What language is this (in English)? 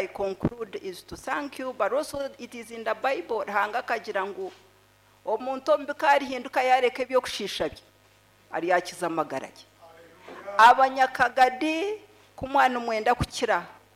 Nyankole